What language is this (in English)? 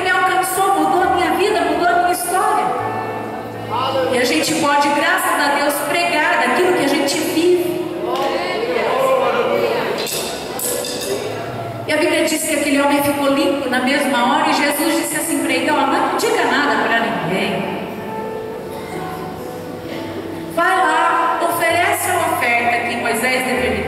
Portuguese